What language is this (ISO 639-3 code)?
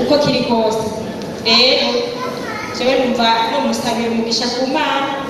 run